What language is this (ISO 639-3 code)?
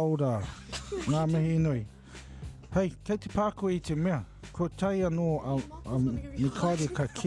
mri